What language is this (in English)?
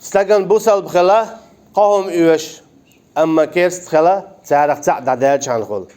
Chechen